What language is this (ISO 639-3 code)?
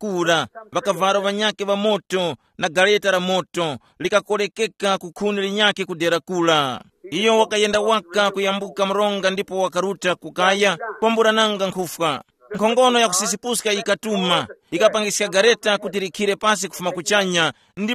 tum